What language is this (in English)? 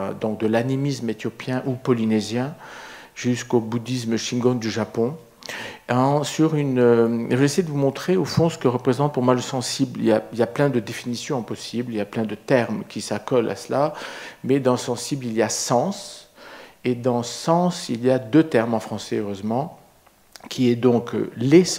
French